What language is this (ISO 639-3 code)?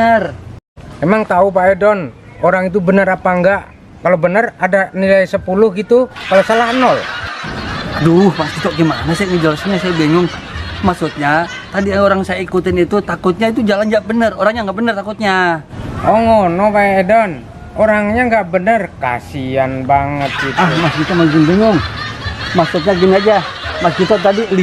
bew